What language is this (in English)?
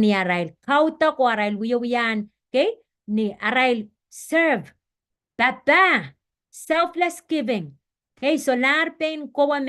Pohnpeian